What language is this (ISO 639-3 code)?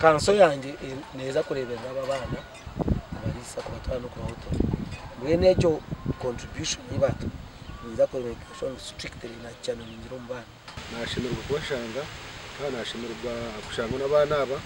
nyn